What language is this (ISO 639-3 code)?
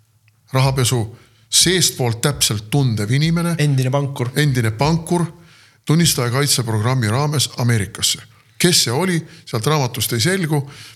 est